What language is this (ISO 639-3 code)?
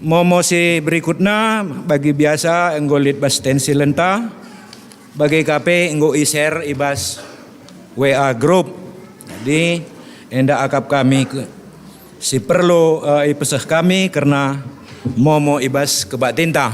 btx